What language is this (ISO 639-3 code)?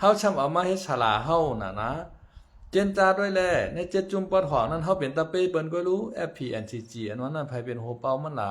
shn